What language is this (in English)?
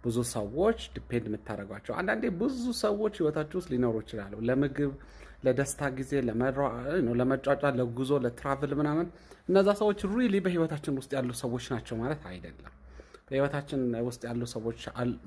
Amharic